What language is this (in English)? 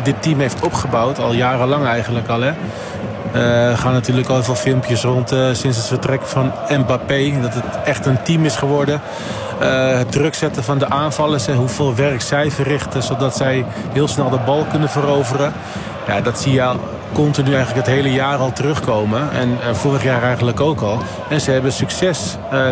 Dutch